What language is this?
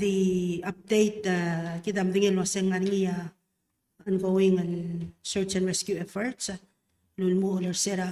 Palauan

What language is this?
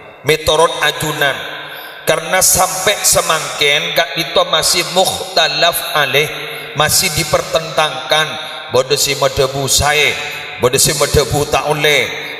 Madurese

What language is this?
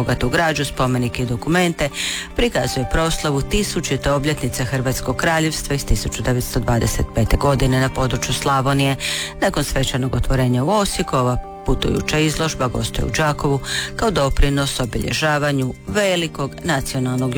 Croatian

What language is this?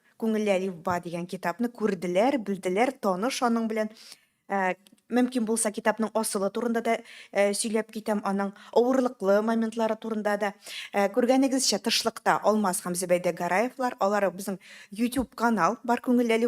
Tatar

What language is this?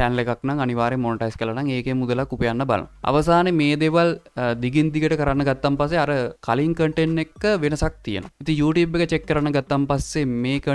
Sinhala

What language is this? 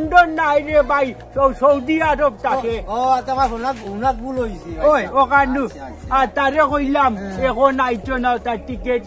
Sylheti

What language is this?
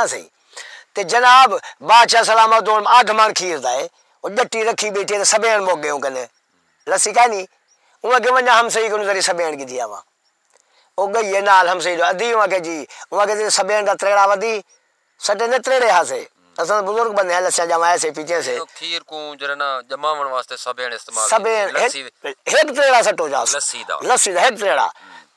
Saraiki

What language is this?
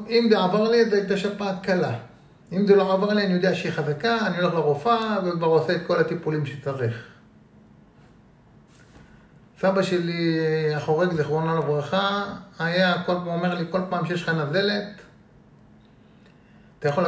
Hebrew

